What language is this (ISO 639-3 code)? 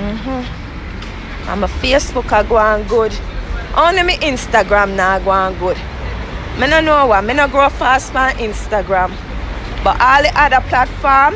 jam